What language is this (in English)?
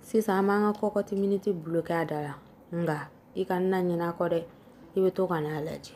Bambara